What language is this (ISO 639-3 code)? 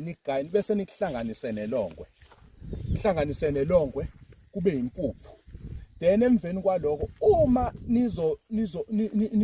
zul